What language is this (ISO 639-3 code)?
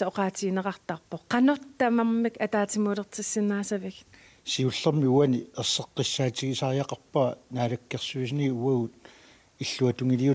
kal